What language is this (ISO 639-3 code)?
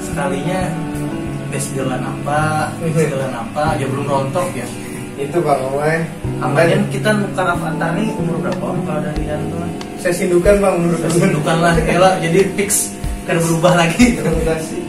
bjn